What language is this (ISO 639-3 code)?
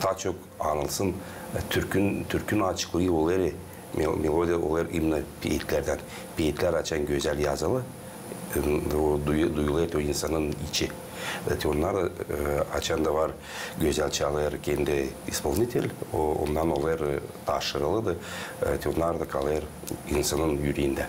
gag